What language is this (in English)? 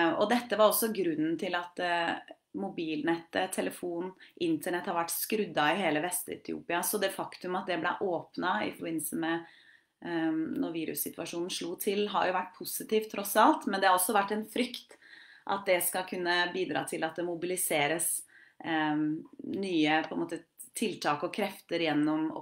Norwegian